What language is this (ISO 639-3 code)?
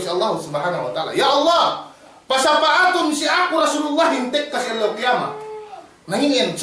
yka